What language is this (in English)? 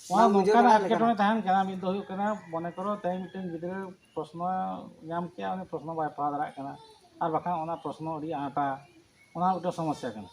Santali